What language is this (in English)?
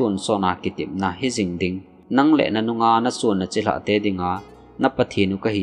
Thado Chin